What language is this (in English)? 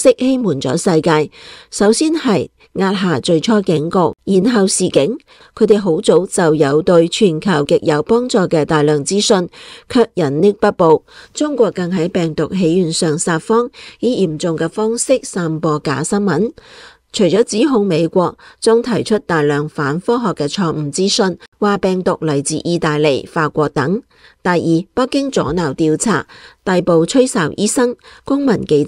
Cantonese